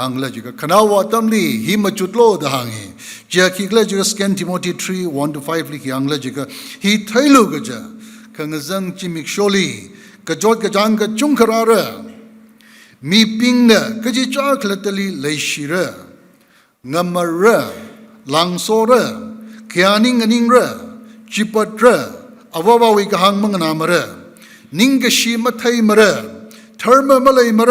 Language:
Tangkhul Naga (India)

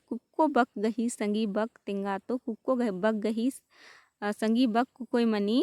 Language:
Kurukh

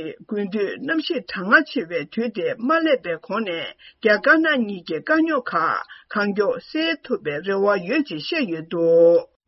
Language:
Tibetan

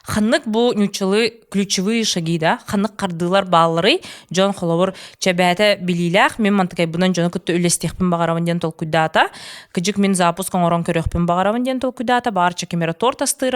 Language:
Yakut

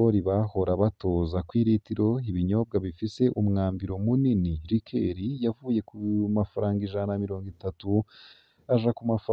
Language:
Rundi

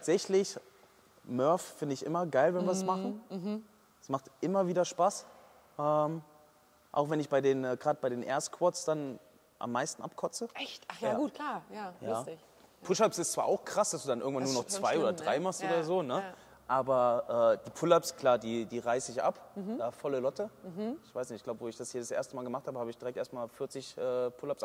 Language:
German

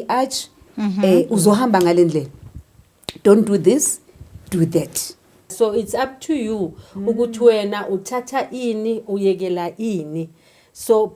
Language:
Zulu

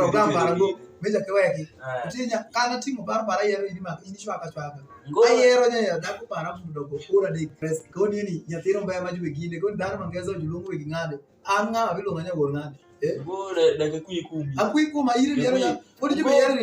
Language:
Alur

